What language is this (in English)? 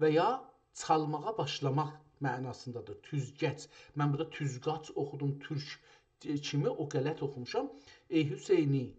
South Azerbaijani